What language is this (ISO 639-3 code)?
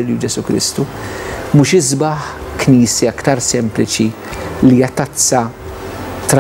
mlt